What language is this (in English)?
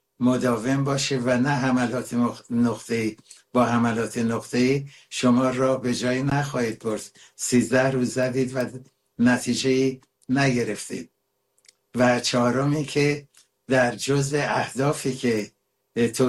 Persian